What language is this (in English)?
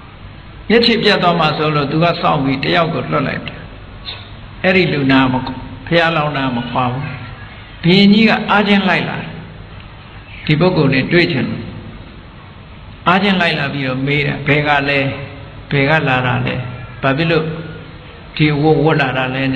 Burmese